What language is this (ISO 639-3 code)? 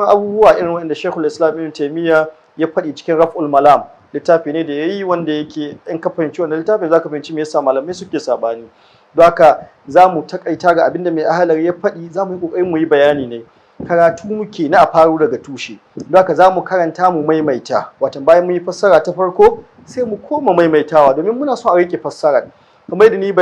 hau